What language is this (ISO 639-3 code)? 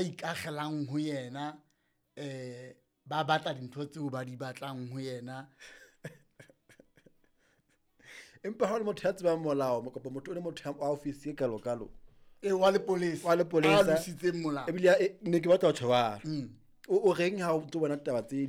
sot